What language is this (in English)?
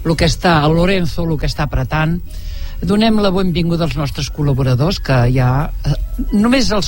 Catalan